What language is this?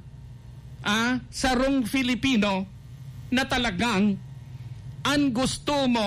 Bikol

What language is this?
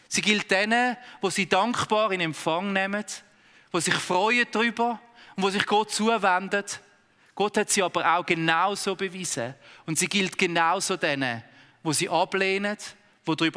Swiss German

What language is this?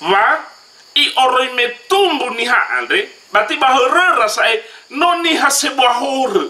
Nias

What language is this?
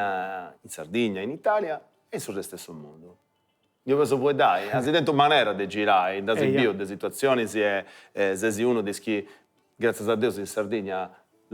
Sardinian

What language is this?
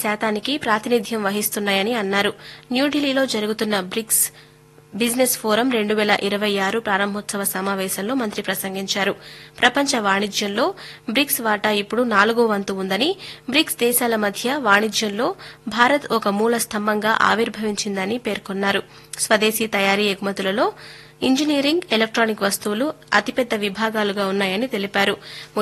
Telugu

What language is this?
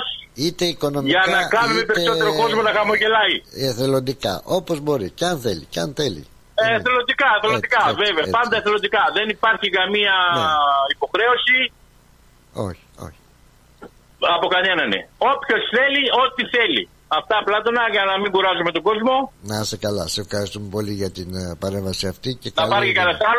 Greek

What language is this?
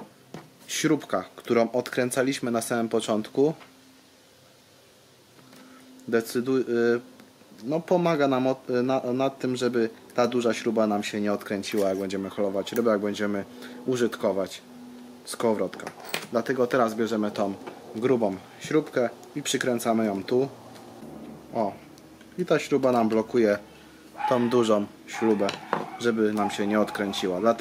Polish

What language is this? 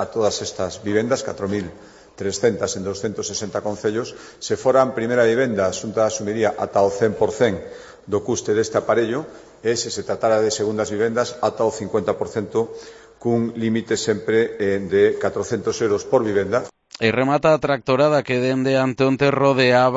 Galician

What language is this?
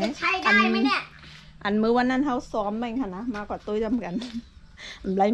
Shan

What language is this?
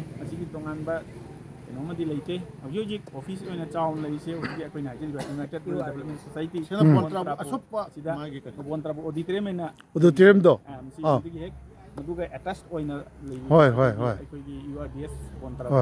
Manipuri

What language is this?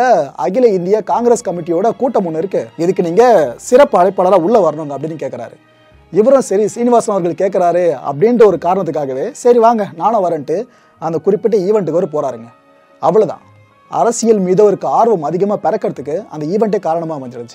Tamil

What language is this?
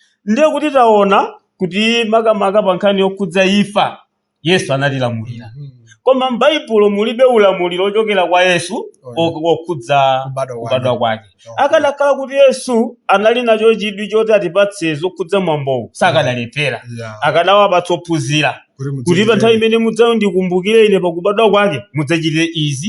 Nyanja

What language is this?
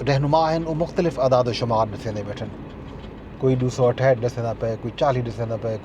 Saraiki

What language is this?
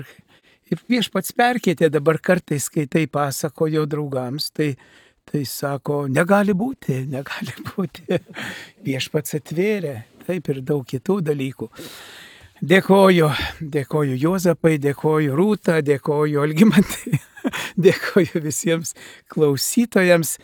Lithuanian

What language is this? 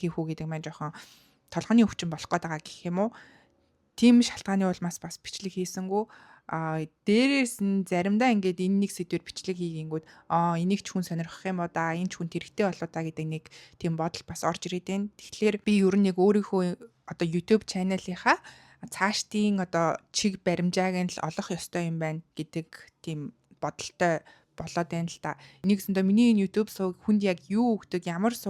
Mongolian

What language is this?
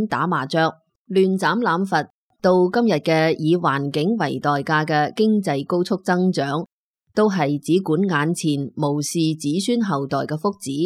Cantonese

